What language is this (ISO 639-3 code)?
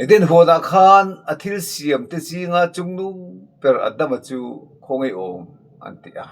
lus